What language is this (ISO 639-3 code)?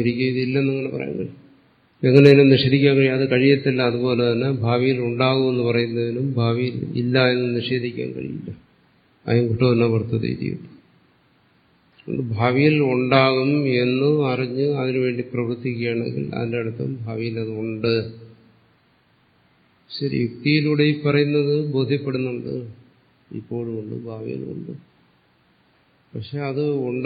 mal